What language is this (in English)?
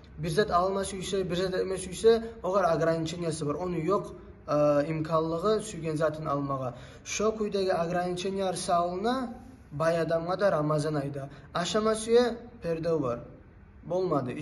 Kumyk